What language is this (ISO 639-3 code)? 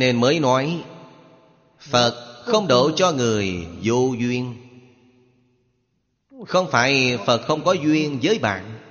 vie